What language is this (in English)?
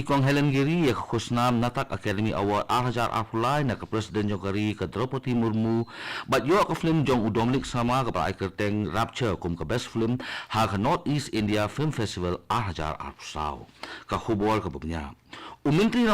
Khasi